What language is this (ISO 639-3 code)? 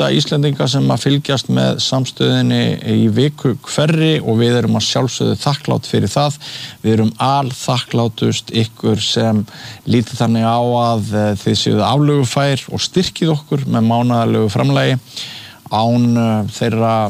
isl